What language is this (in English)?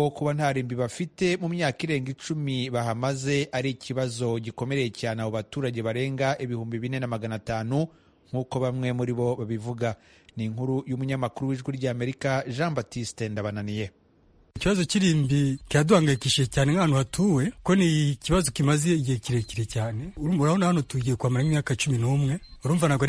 Kinyarwanda